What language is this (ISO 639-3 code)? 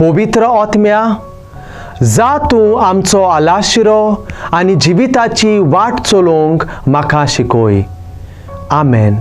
kok